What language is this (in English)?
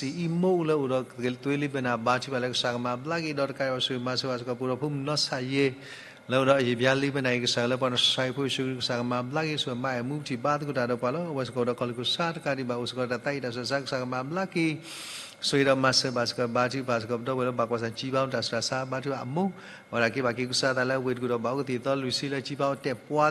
S'gaw Karen